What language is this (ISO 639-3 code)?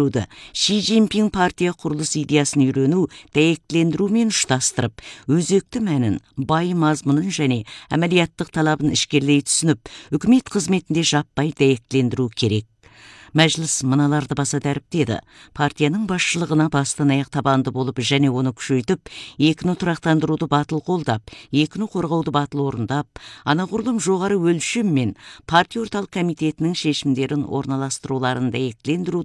kaz